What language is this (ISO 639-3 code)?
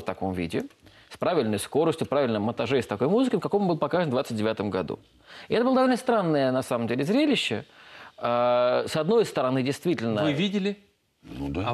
rus